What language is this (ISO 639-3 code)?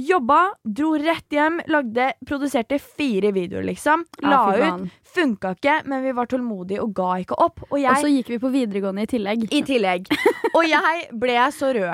nor